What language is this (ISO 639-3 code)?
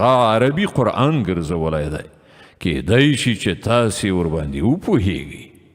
pus